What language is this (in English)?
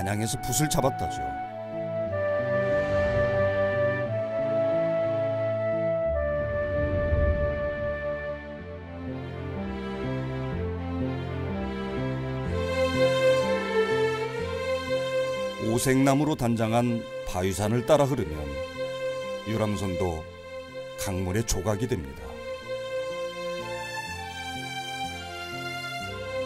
Korean